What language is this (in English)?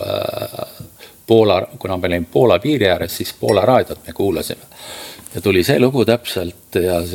Estonian